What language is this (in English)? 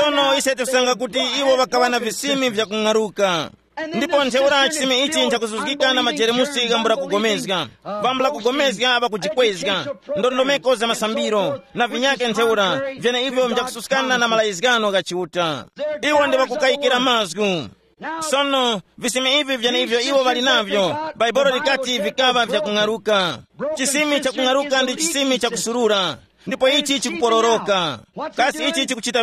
Tumbuka